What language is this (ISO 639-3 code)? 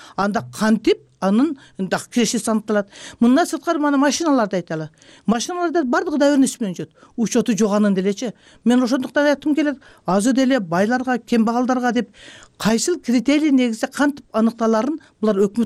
kir